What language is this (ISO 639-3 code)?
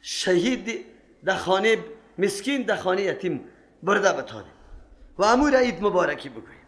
fas